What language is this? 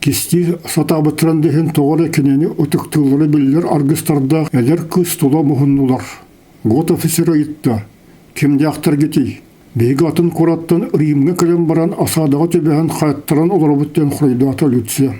Yakut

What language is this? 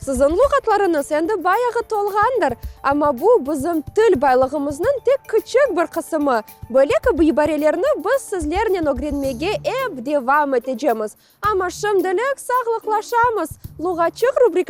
Crimean Tatar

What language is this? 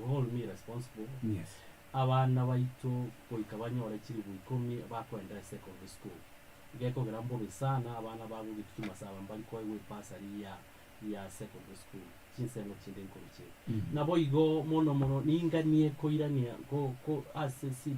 Gusii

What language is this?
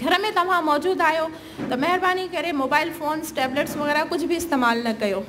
Sindhi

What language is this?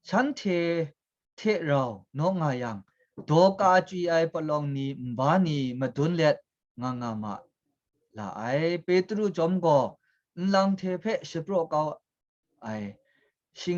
Kachin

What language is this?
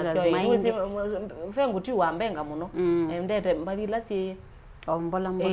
Kamba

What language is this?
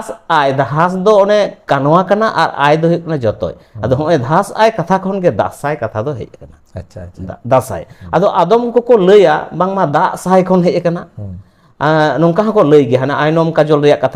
Santali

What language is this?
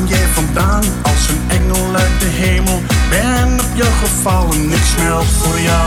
Dutch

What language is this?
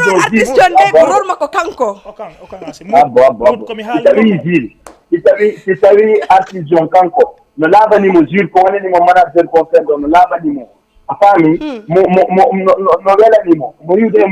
Fula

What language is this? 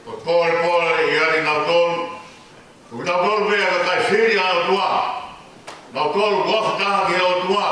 Tongan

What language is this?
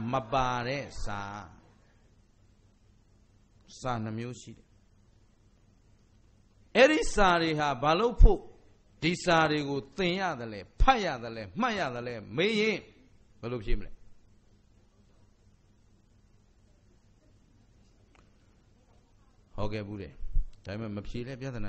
Burmese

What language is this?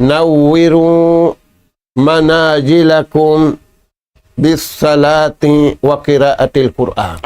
Tausug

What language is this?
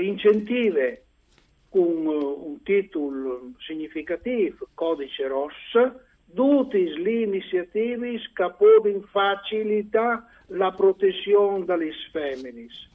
Friulian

